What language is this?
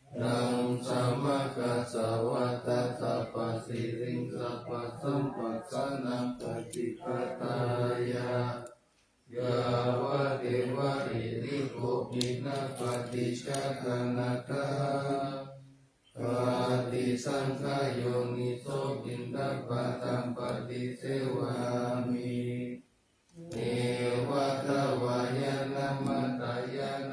Pali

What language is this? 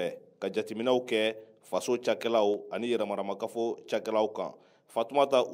Bambara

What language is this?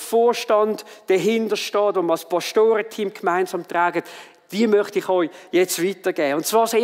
Swiss German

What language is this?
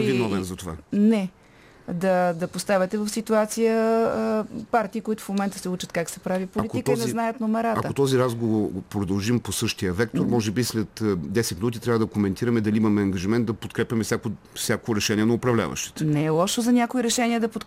Bulgarian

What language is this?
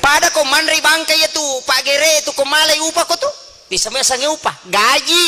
Buginese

